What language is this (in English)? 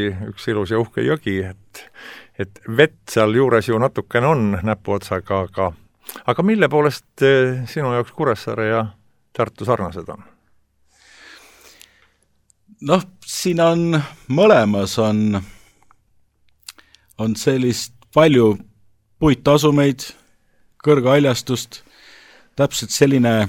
Estonian